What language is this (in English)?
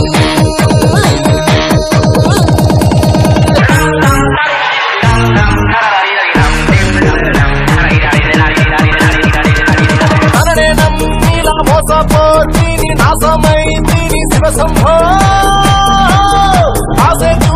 Telugu